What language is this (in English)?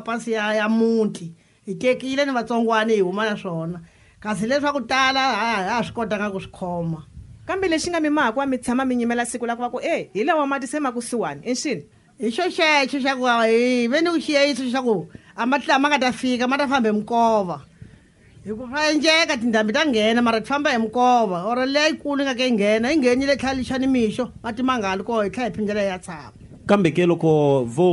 Tsonga